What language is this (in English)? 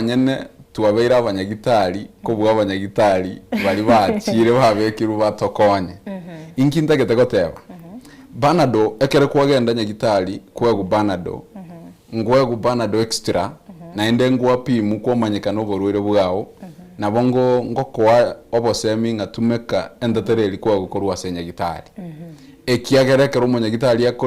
Gusii